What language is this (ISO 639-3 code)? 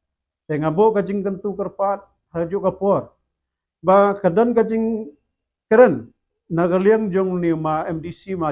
kha